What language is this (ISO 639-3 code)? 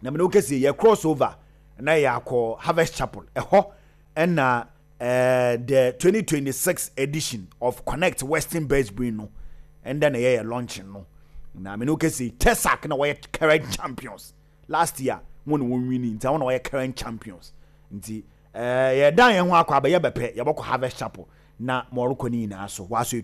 aka